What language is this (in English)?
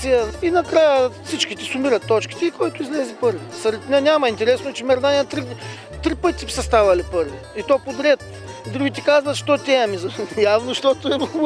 Bulgarian